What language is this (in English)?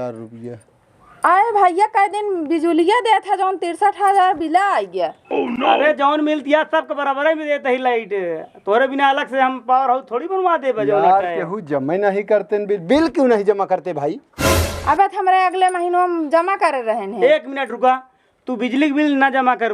Awadhi